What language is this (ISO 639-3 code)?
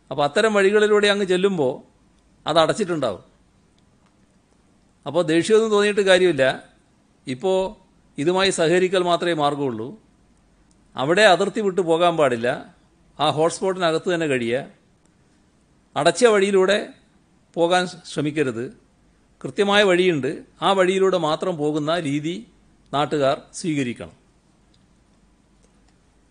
mal